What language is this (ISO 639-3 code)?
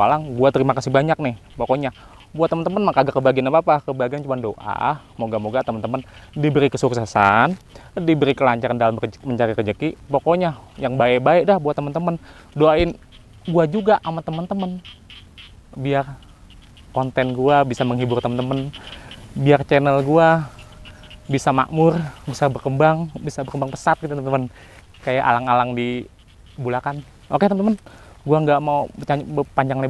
bew